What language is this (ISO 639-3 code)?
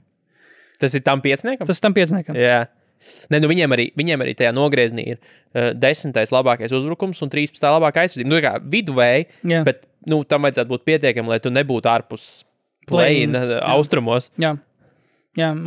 lav